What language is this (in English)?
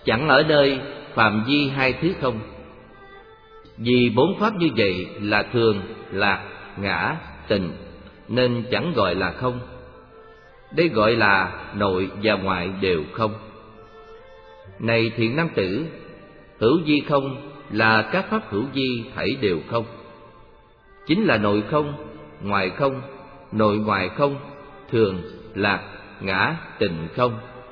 Vietnamese